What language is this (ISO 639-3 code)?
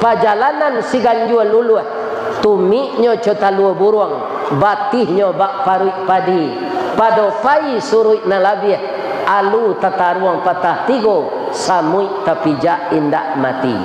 min